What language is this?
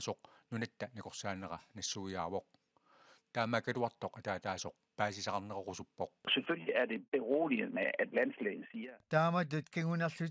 Kalaallisut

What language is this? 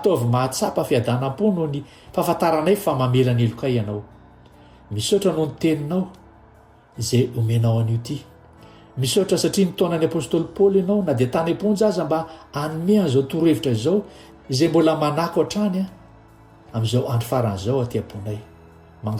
Malagasy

